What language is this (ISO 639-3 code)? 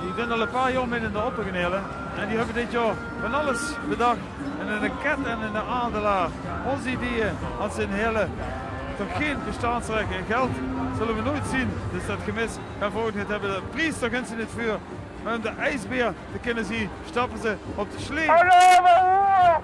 lim